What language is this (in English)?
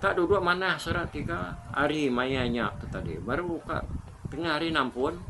Iban